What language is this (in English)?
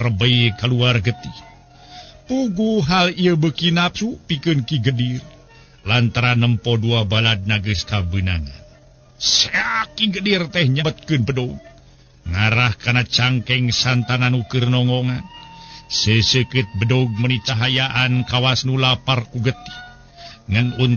Sundanese